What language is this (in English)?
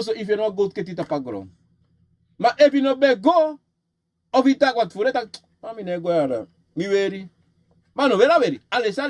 Sranan Tongo